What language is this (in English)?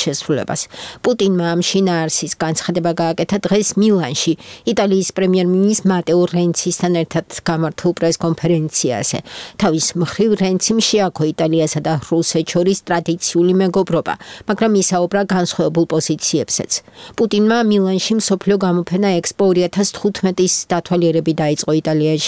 Georgian